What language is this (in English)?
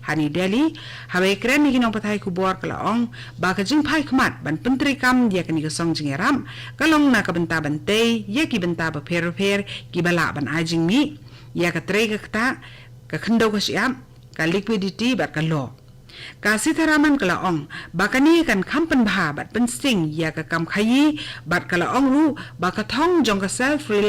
Khasi